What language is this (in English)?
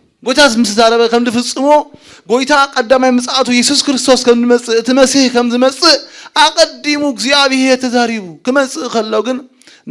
Tigrinya